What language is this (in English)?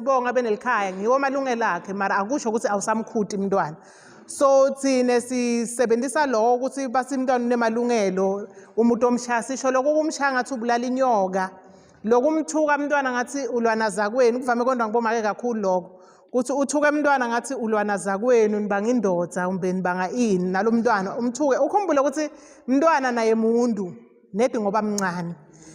Zulu